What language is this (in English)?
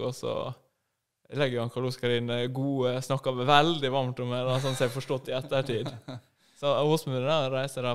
Norwegian